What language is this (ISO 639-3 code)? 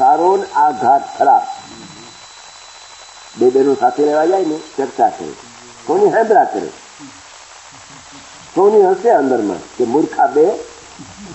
guj